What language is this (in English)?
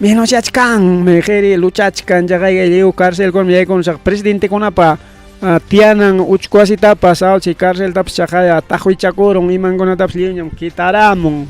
Ayacucho Quechua